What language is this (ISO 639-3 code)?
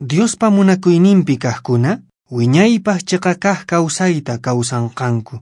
que